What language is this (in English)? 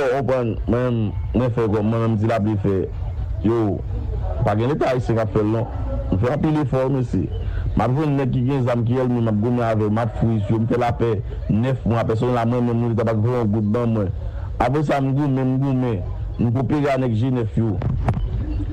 Haitian Creole